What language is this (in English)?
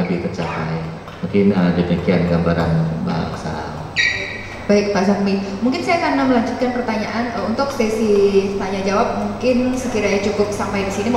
Indonesian